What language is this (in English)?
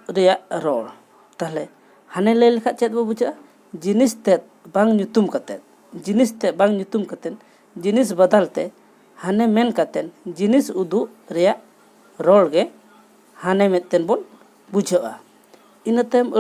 Santali